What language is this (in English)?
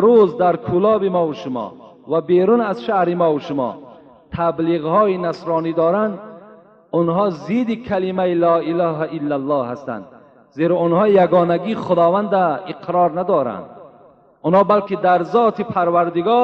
Tajik